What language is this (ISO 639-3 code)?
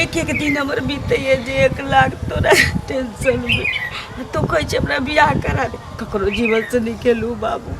mai